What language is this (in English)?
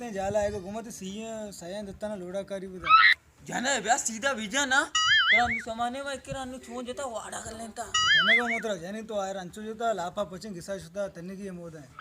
Baluchi